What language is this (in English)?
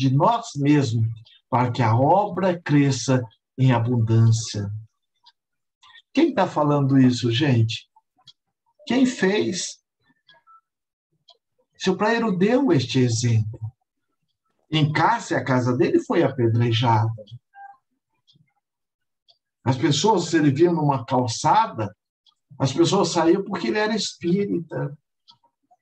Portuguese